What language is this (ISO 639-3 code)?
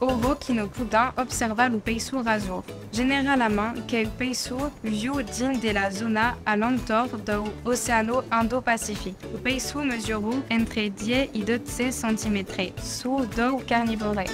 oci